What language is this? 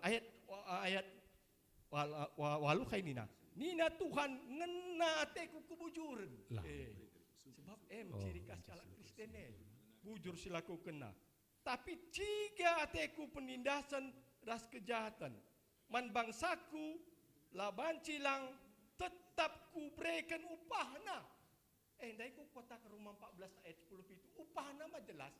Batak Karo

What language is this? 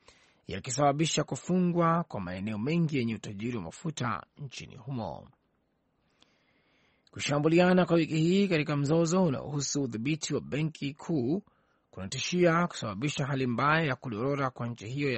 Swahili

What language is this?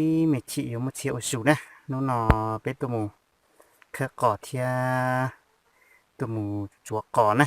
Hmong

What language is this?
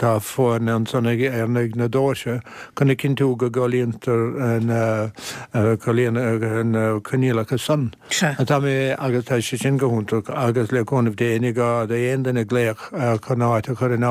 Irish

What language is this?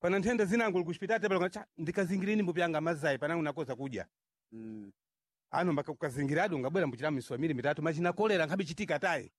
Sena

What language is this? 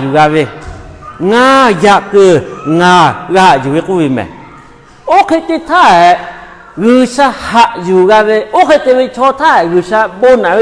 Lahu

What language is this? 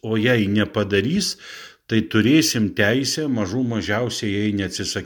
Lithuanian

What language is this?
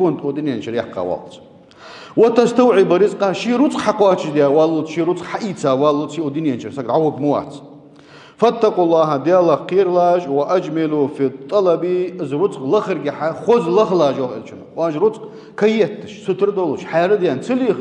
Ingush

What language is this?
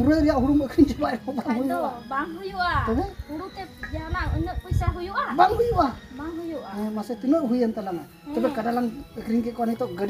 Santali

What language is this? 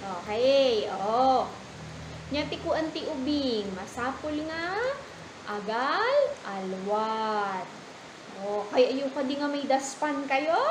Iloko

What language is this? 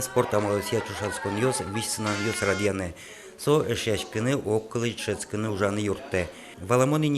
Udmurt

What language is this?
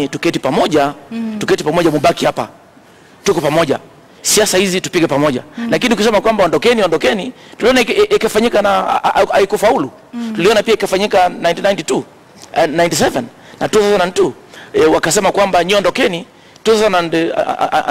Swahili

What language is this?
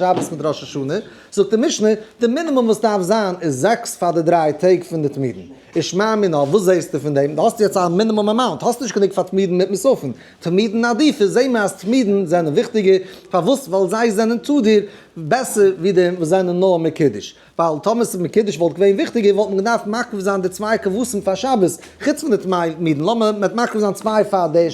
Yiddish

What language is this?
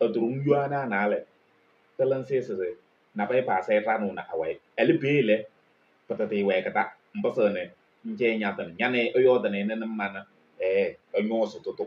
Kabiyè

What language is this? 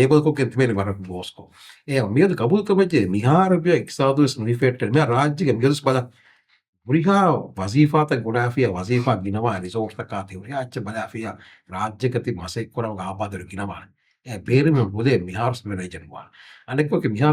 Divehi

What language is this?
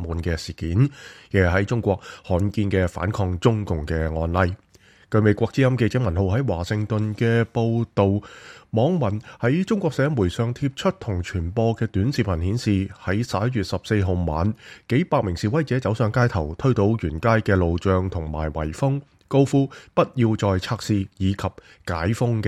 Cantonese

